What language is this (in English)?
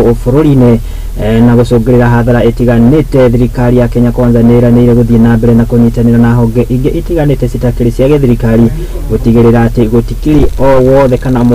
Kikuyu